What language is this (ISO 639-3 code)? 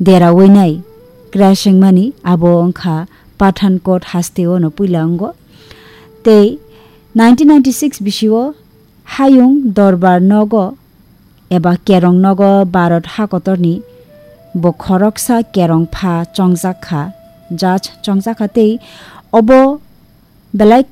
trp